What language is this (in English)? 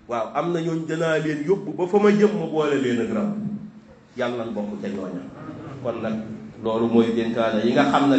Wolof